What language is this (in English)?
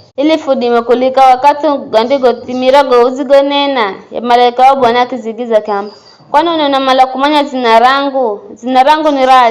Giryama